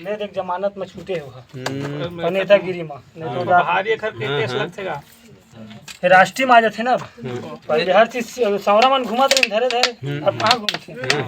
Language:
Chhattisgarhi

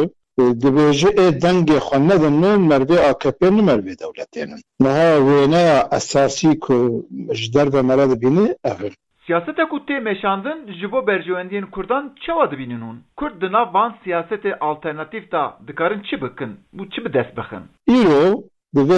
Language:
Kurdish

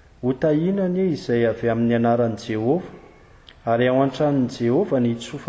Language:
Malagasy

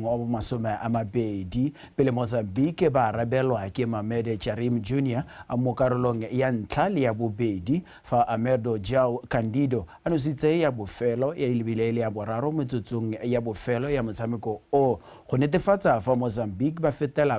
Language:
Tswana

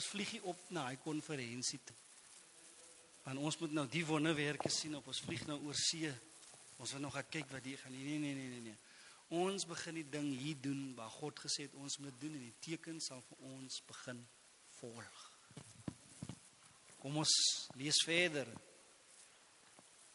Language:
Afrikaans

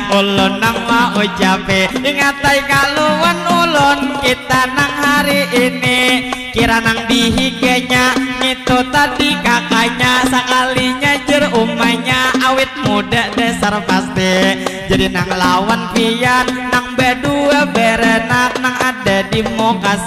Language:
Banjar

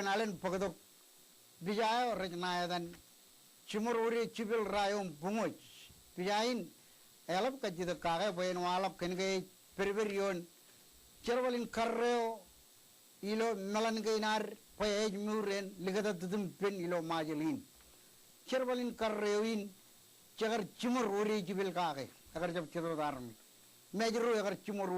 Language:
Marshallese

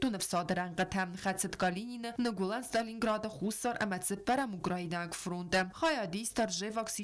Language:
Ossetic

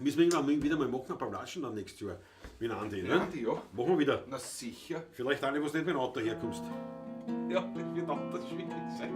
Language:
Bavarian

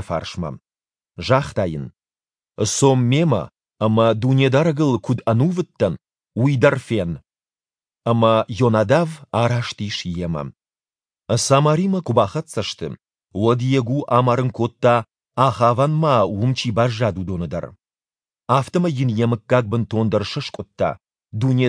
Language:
Ossetic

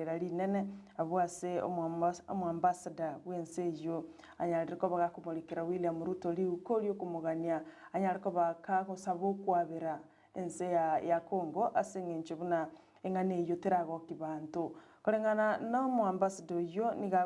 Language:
Gusii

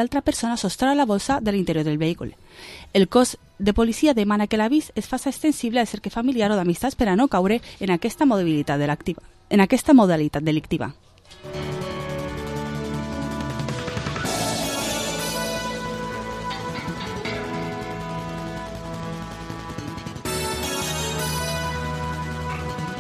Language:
Catalan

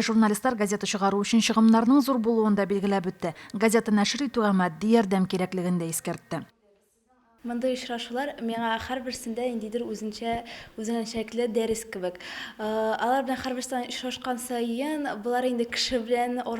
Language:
Tatar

